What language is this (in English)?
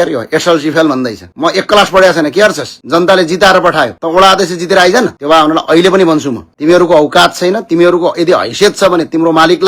Nepali